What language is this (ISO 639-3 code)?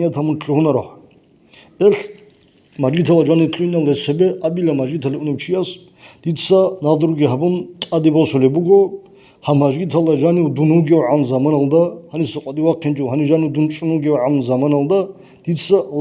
ava